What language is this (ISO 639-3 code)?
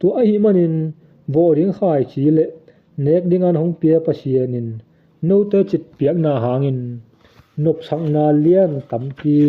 ctd